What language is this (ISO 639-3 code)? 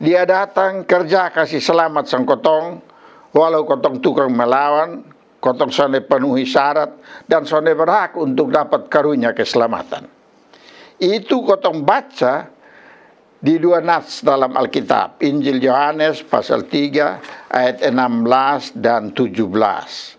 mkn